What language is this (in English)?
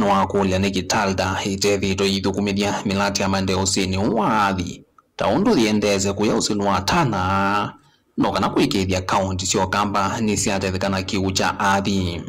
Kamba